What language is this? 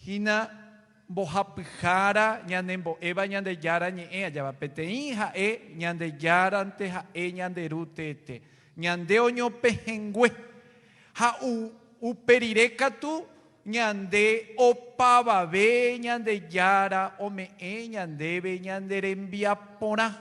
Guarani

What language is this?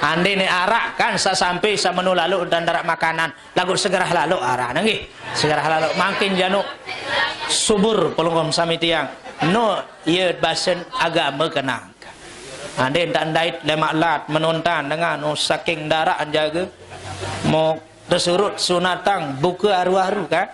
Sasak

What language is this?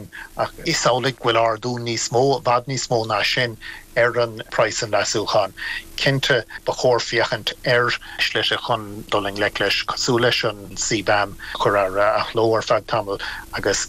Irish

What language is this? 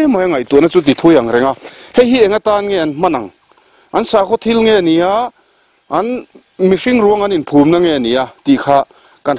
Mizo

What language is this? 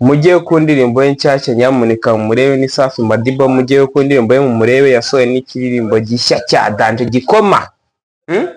Kinyarwanda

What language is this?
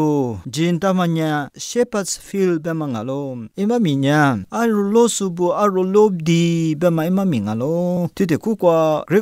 Lisu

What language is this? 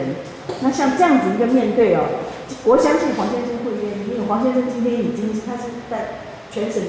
Chinese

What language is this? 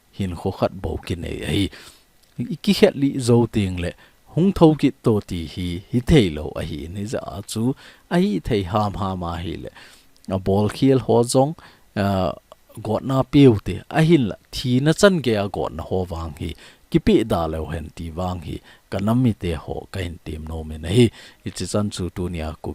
Thado Chin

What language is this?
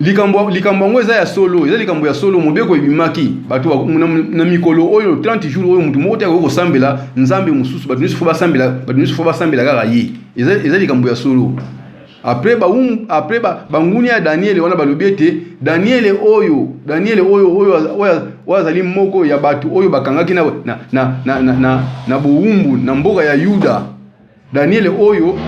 Lingala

